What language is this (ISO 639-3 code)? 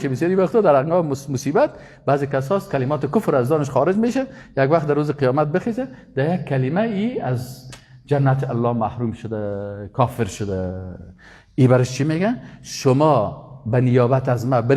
fas